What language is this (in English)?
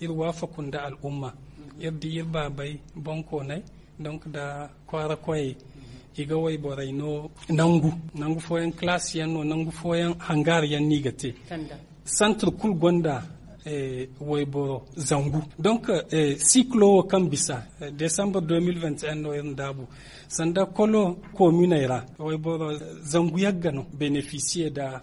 Zarma